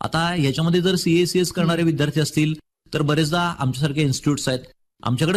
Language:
Marathi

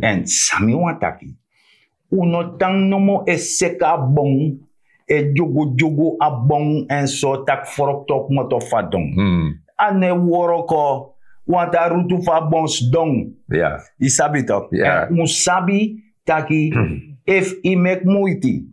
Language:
Sranan Tongo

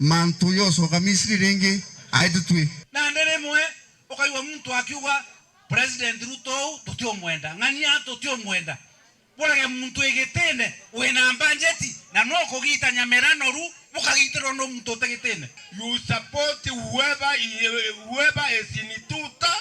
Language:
Meru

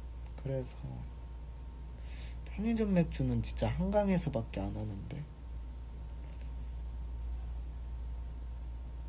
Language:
Korean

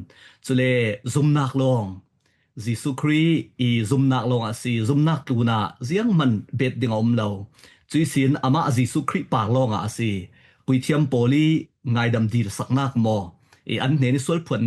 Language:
Falam Chin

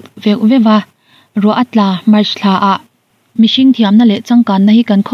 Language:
Mizo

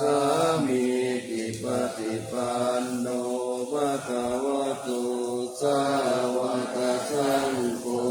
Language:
Pali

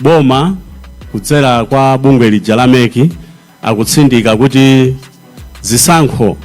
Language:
Nyanja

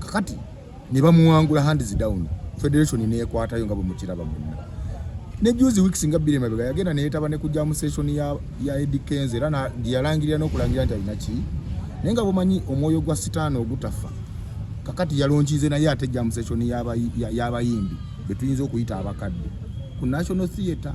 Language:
Ganda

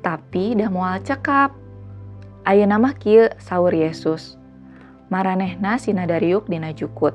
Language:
Sundanese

